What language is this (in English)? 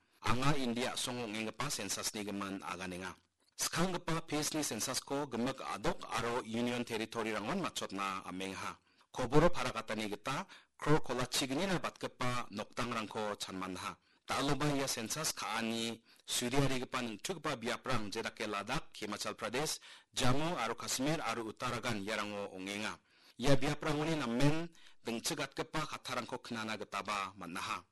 Garo